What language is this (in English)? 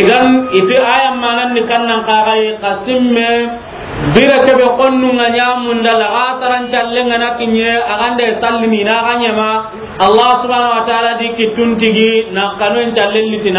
Soninke